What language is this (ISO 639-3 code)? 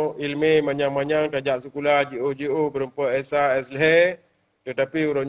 ace